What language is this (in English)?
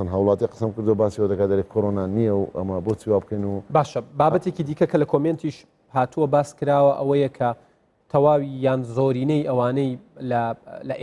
Central Kurdish